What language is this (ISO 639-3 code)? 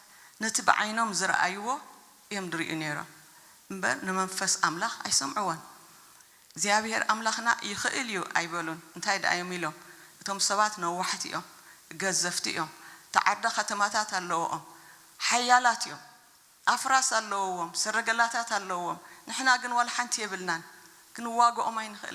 tir